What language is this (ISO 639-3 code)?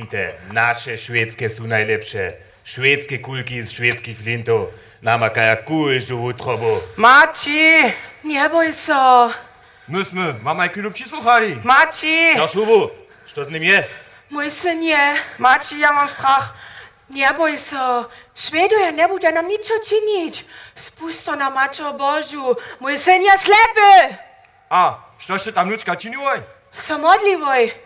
hsb